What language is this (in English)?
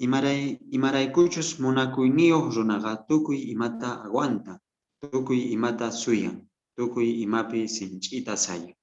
South Bolivian Quechua